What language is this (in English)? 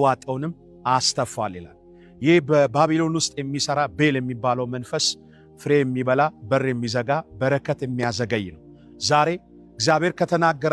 Amharic